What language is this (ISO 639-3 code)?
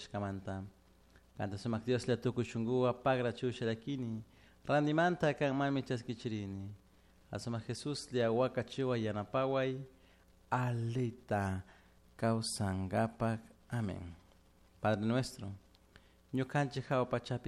qug